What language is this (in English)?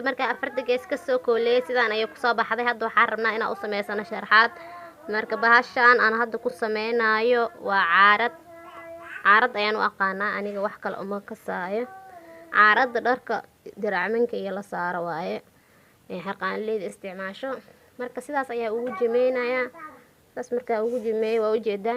Somali